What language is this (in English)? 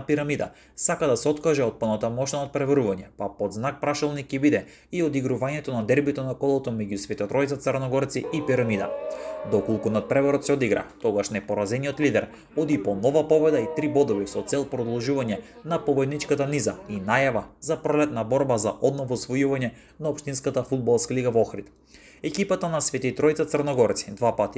Macedonian